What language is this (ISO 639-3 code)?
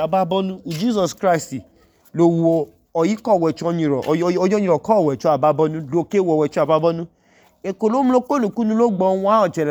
idu